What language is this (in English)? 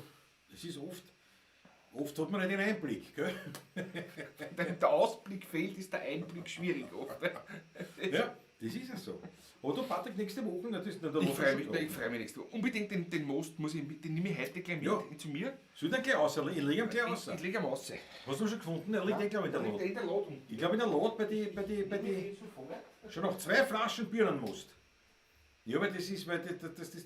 Bavarian